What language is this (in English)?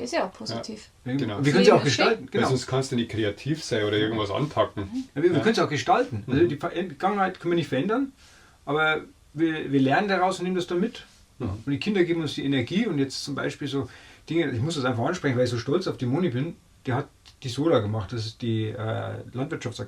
Bavarian